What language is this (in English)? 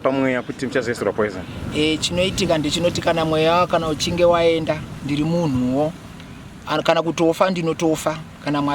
Shona